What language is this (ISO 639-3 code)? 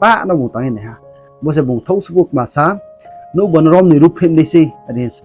ria